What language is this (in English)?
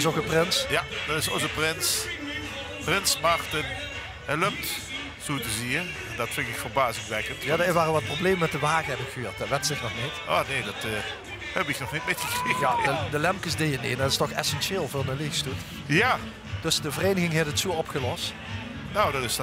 Limburgish